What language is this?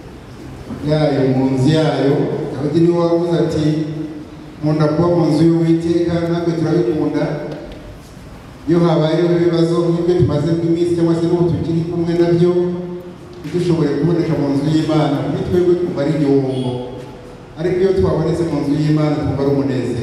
Kinyarwanda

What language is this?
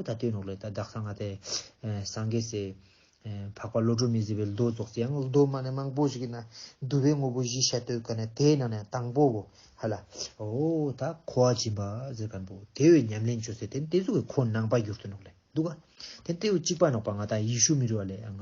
Ladakhi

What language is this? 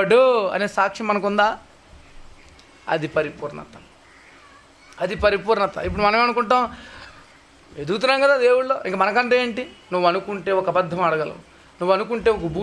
Telugu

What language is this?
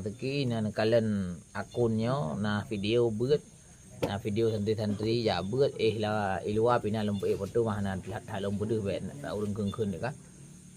Achinese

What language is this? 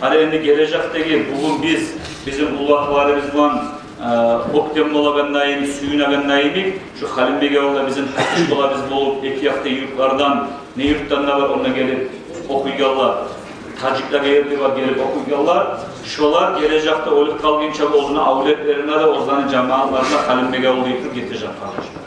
Kumyk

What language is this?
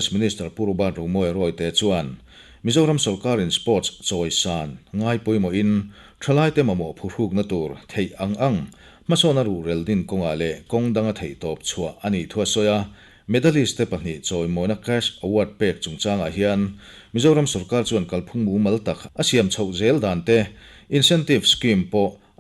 Mizo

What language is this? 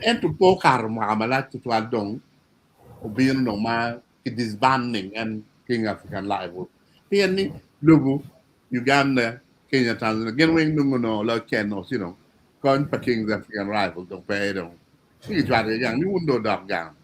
Acoli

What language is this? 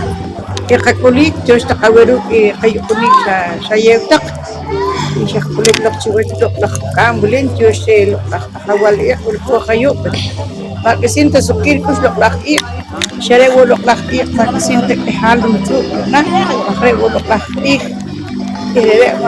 Poqomchi'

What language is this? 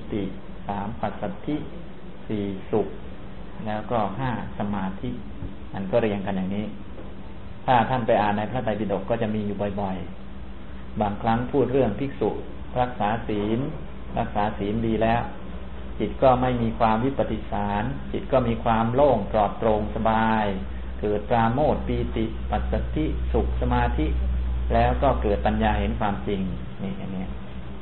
Thai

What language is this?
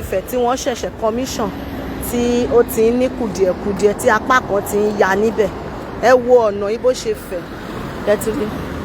Yoruba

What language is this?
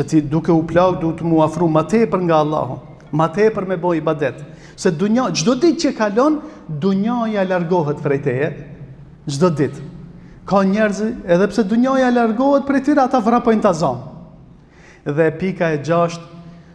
Albanian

